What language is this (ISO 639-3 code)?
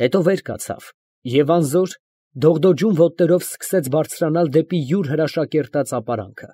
hye